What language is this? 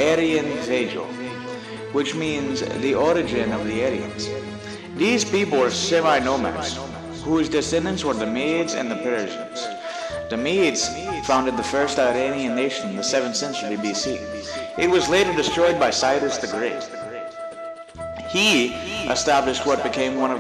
English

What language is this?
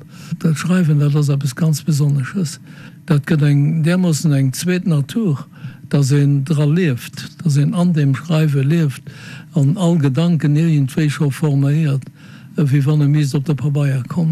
Luxembourgish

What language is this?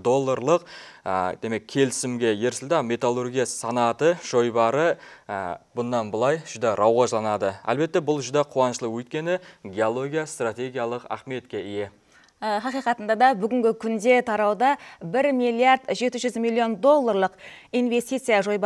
Kara-Kalpak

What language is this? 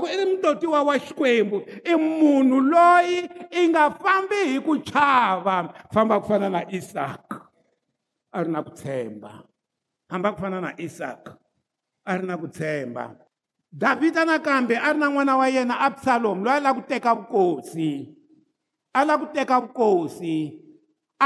Tsonga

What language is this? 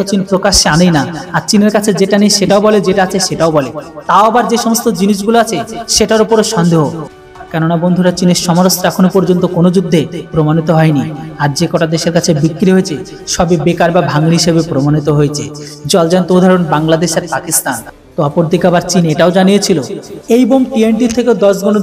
Bangla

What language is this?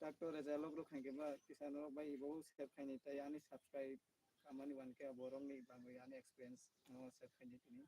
Kok Borok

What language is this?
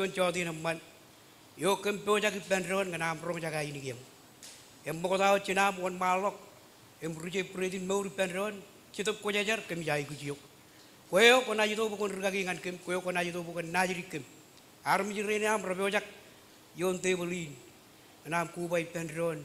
Marshallese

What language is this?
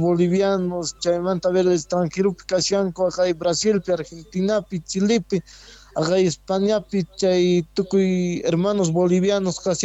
Quechua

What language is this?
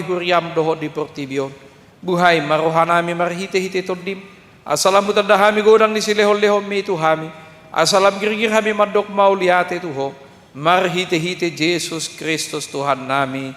Batak Toba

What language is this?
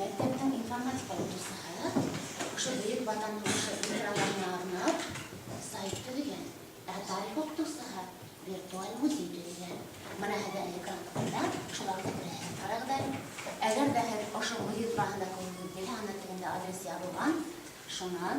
Bashkir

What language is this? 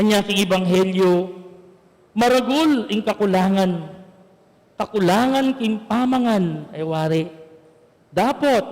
Pampanga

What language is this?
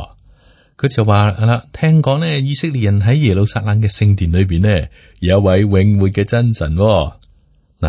Cantonese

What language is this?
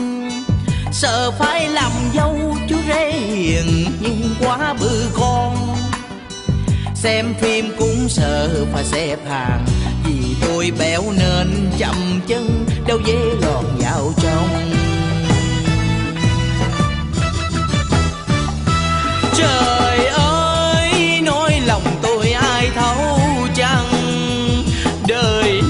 Vietnamese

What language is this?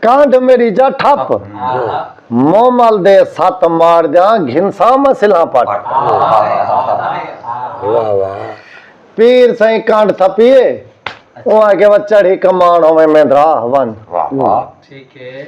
Saraiki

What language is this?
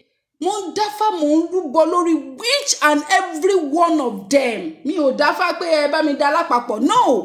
Yoruba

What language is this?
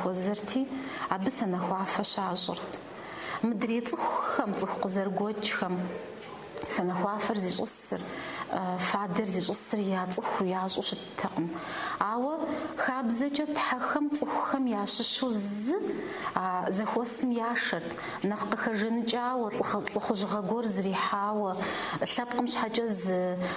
Kabardian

